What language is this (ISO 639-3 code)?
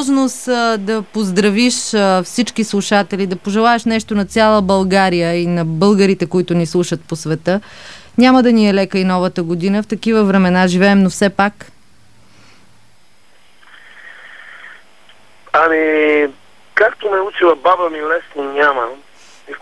bul